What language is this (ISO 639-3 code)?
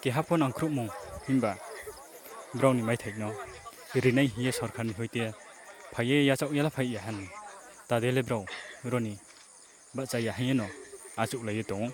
ria